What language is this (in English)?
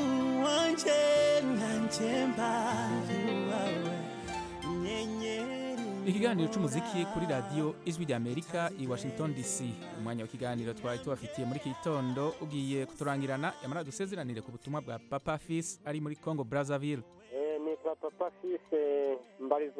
Kinyarwanda